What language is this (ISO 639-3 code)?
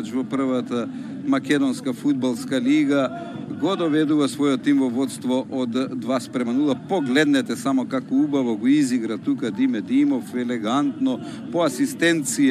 mkd